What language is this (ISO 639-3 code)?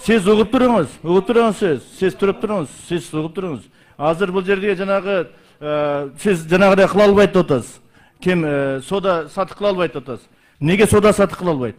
kir